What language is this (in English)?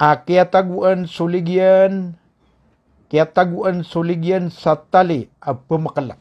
Maranao